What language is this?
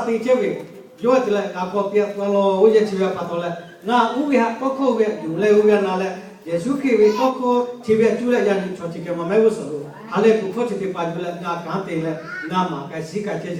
Lahu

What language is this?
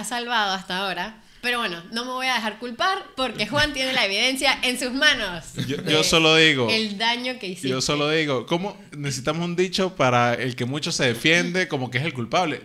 Spanish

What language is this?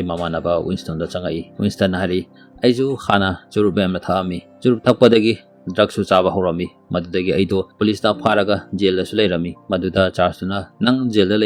Manipuri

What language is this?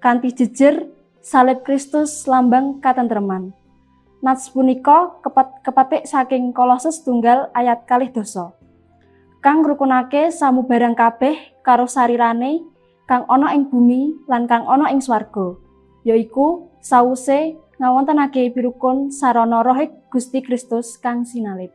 Javanese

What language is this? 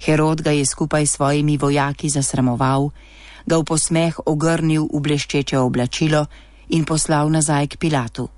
Slovenian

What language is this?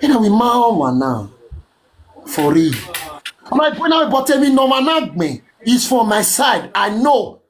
Nigerian Pidgin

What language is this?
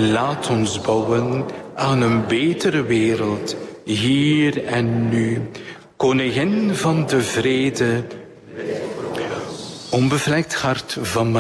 Dutch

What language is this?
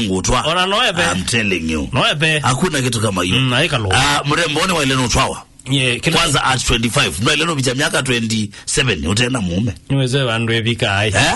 Kamba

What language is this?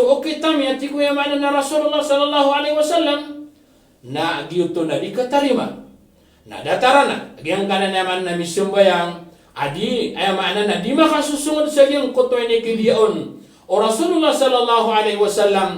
Maranao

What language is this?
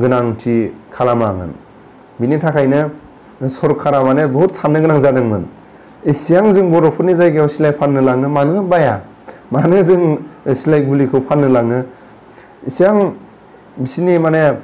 Bodo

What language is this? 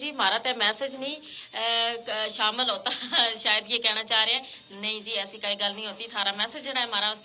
Gujari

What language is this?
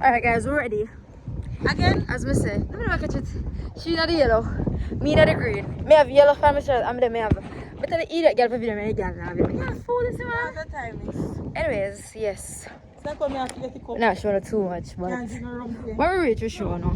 Jamaican Creole English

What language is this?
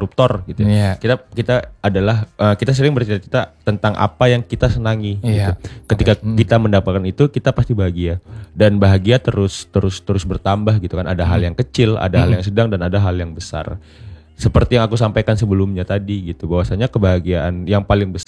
Indonesian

